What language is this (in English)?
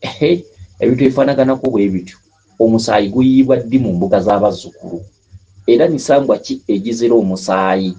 Ganda